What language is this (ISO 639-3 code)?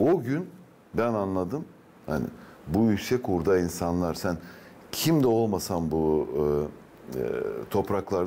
gag